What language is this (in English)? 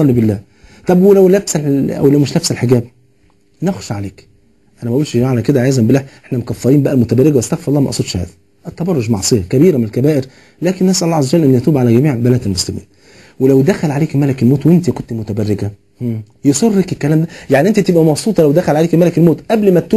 Egyptian Arabic